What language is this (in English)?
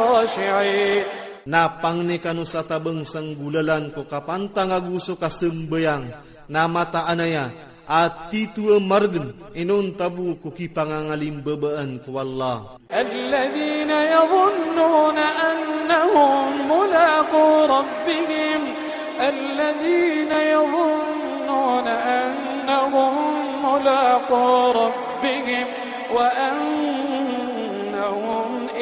Iranun (Philippines)